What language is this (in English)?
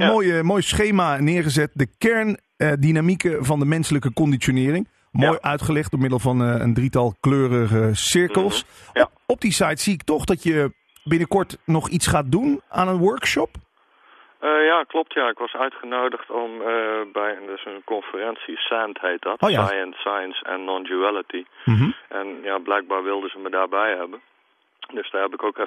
Dutch